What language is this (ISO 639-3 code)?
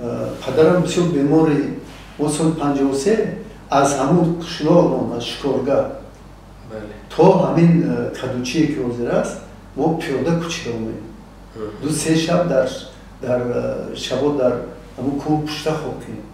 tgk